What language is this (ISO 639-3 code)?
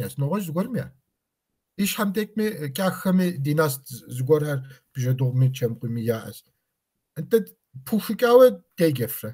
kbd